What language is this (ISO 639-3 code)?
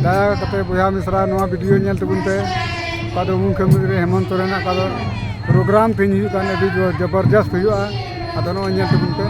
sat